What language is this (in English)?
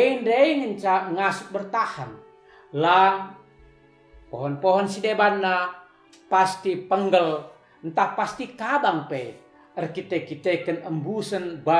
Batak Karo